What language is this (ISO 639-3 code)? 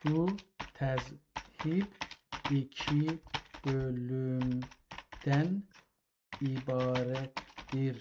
azb